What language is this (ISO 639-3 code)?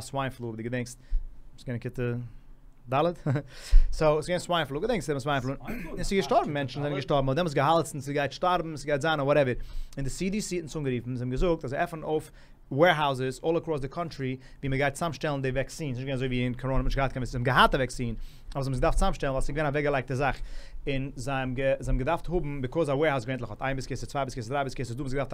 yid